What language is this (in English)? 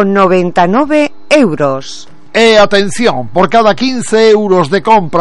Galician